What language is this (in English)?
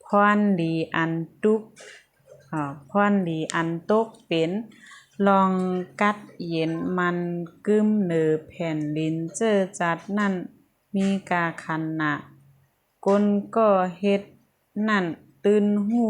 Shan